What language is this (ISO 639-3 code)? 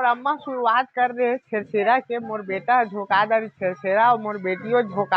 hne